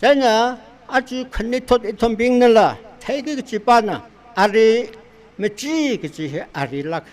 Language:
Tangkhul Naga (India)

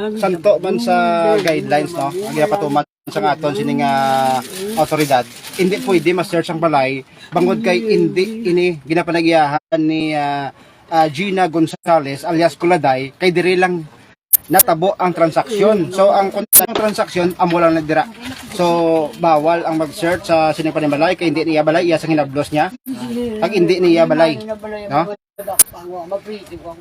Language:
Hiligaynon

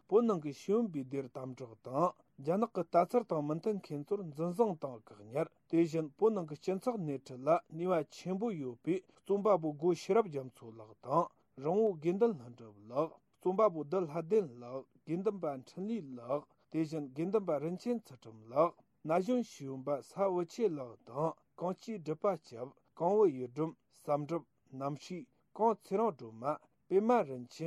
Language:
Tibetan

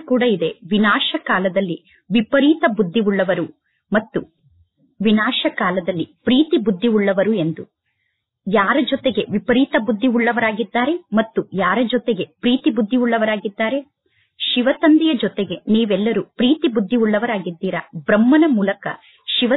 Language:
Kannada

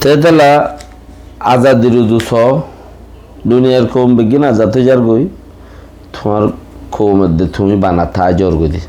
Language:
Rohingya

